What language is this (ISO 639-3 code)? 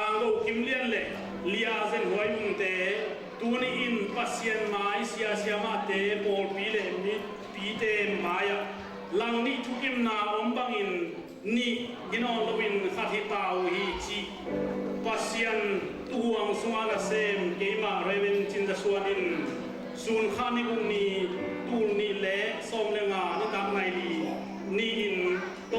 ctd